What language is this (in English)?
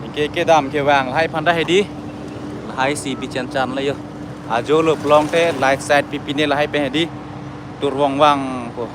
Karbi